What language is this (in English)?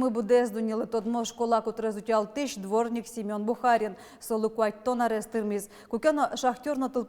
Udmurt